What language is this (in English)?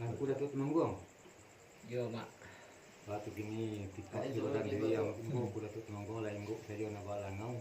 Minangkabau